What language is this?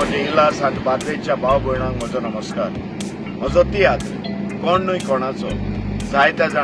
Konkani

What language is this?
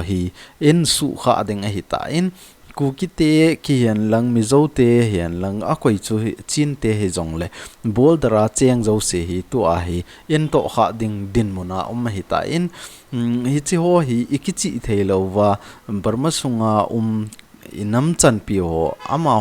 Thado Chin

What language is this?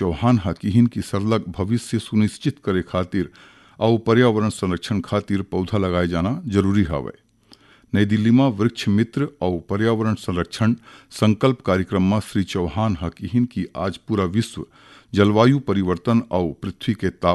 Chhattisgarhi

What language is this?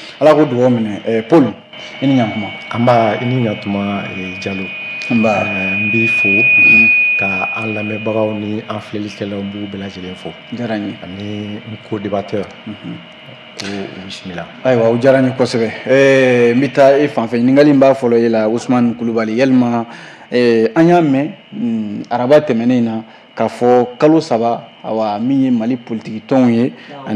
Bambara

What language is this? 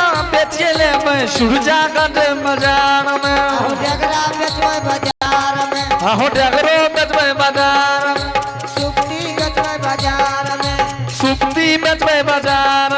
Angika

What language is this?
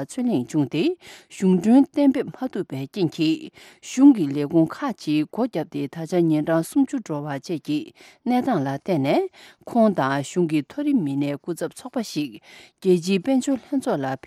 Tibetan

